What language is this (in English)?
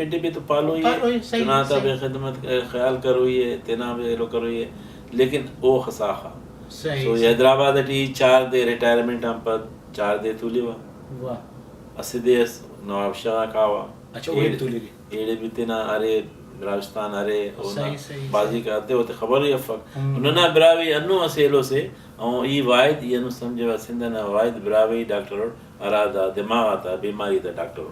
Brahui